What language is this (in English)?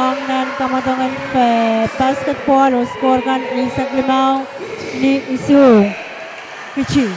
Pohnpeian